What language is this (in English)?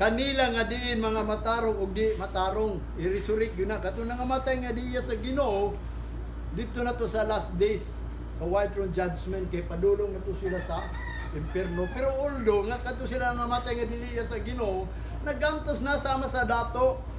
Cebuano